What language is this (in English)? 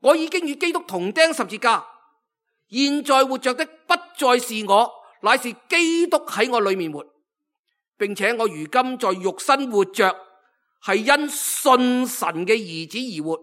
Cantonese